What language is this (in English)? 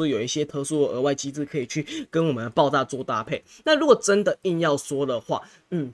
Chinese